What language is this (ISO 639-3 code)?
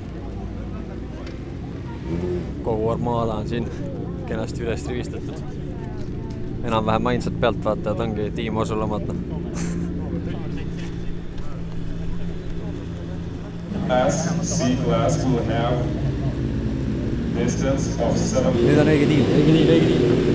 est